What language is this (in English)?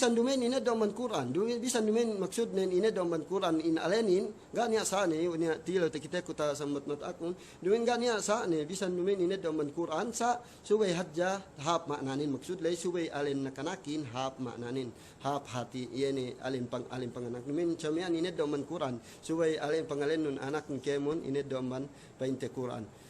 Yakan